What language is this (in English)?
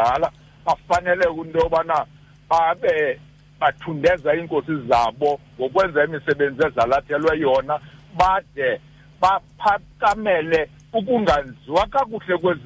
Xhosa